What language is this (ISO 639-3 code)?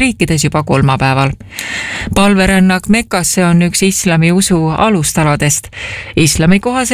est